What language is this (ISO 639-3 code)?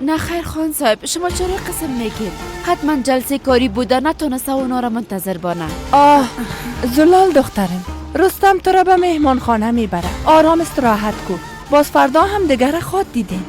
fas